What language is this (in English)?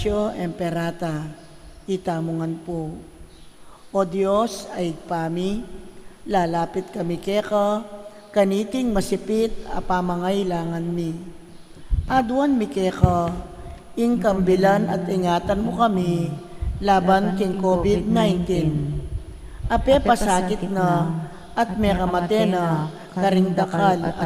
Pampanga